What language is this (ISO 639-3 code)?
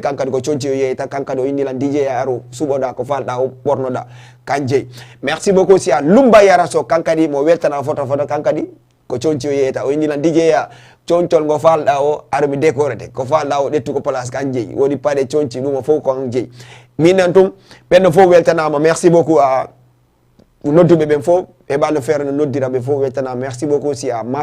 ful